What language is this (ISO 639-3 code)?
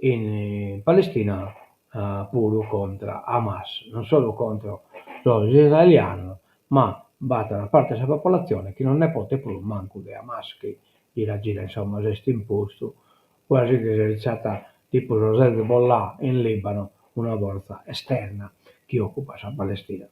srd